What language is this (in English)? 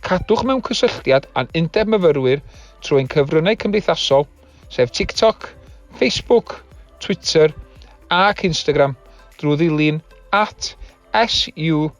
Welsh